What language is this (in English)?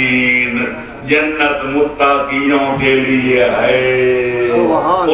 Urdu